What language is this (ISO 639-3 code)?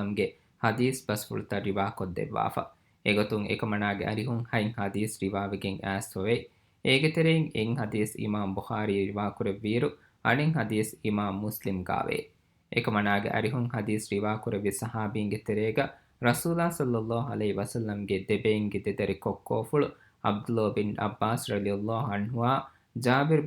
div